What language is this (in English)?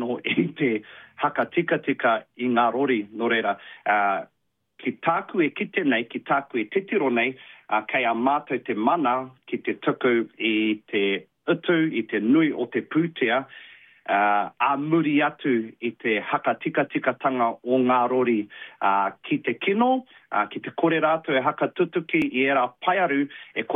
Māori